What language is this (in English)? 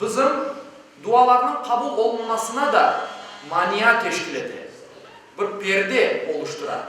Crimean Tatar